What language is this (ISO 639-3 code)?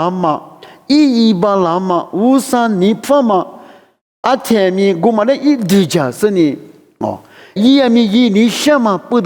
lis